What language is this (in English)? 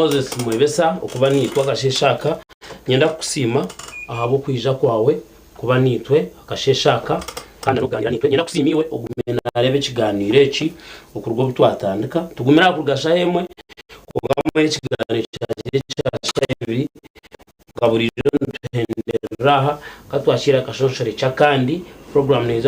Nyankole